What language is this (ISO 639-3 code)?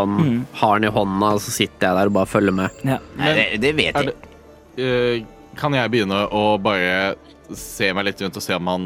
nor